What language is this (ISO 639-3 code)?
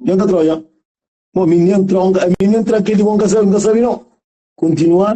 kea